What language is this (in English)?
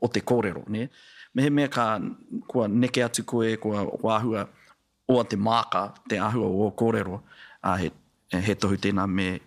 Māori